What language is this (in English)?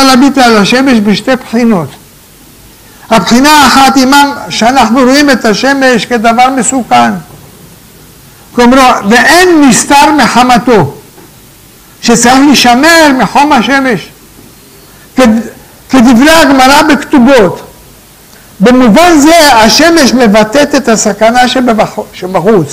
Hebrew